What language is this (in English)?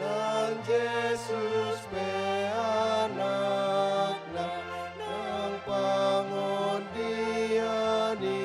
Batak Toba